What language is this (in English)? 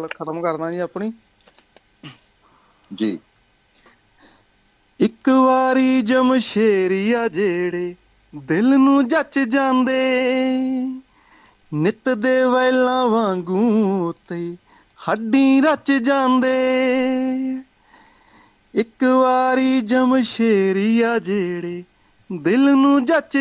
Punjabi